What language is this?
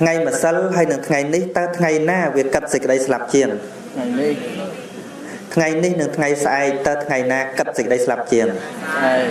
Khmer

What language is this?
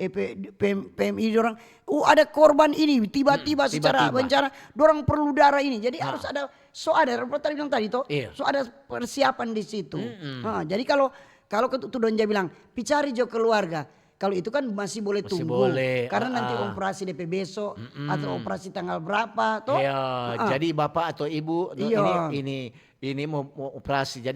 Manado Malay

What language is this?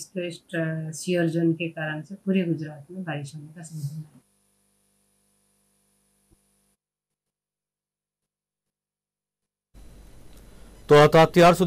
Gujarati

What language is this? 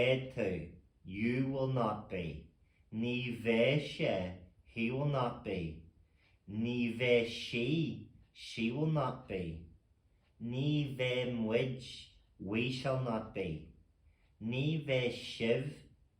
Irish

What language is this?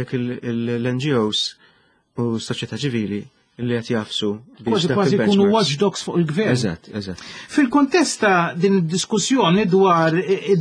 Maltese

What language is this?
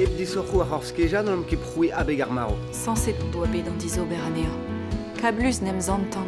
Breton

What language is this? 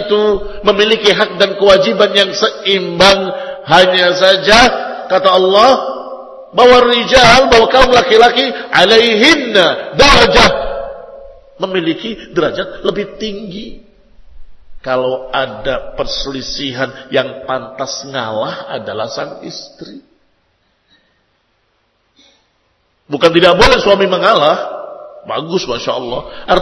Indonesian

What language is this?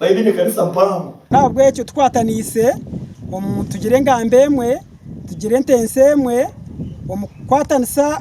Nyankole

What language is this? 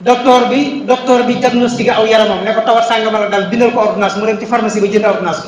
Wolof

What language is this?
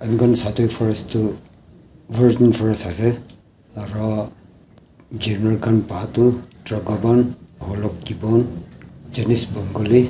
Naga Pidgin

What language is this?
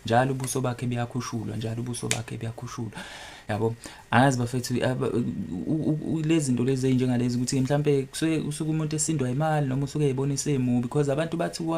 Zulu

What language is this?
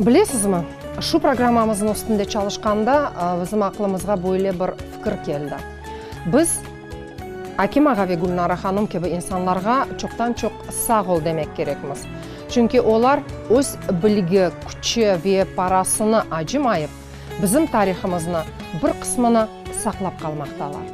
Crimean Tatar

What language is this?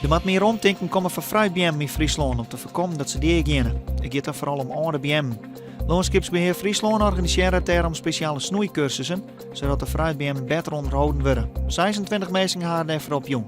Western Frisian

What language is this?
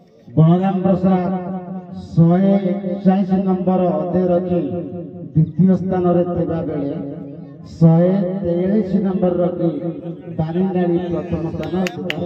Odia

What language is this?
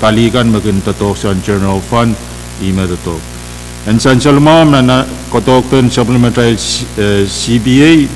Pohnpeian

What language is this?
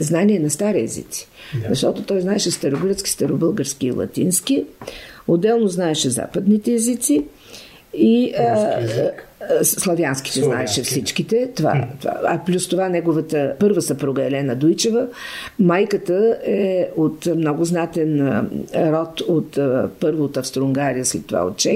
Bulgarian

